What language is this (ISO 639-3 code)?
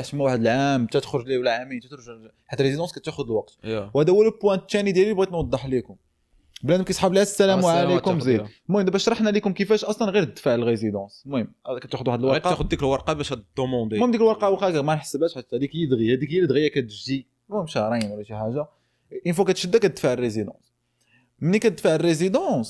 ary